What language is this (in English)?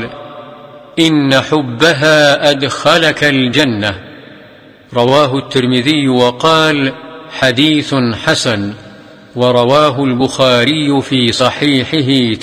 Arabic